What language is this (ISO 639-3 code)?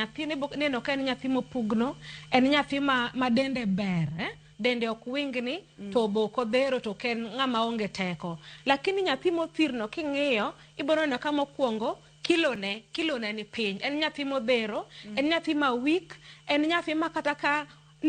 luo